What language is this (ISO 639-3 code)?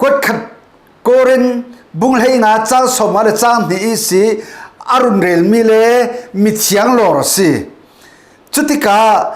cfm